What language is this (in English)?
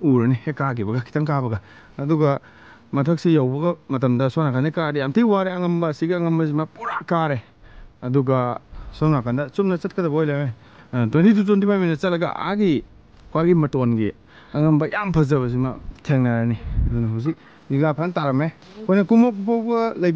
Manipuri